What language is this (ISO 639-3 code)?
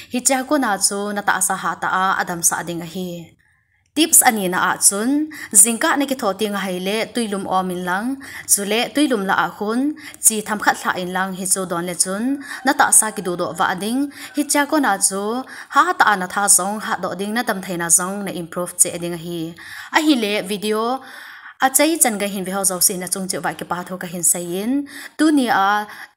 tcz